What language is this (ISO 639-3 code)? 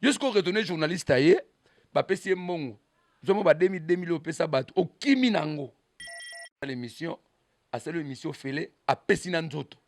lin